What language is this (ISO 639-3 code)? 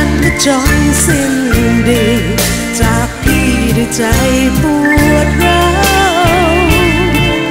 tha